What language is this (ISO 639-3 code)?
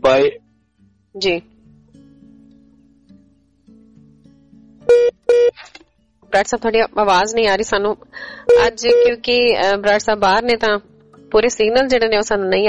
pan